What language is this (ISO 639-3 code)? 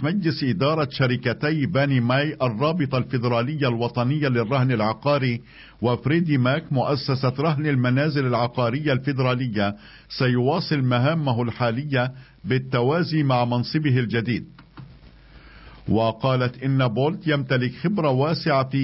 ara